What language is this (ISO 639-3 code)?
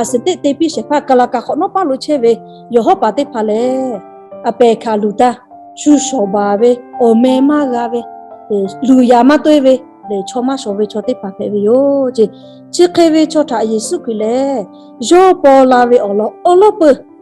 lhu